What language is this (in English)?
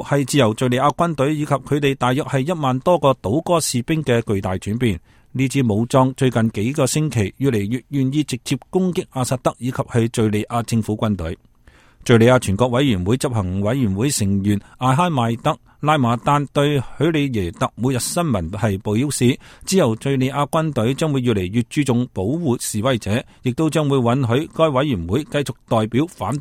Cantonese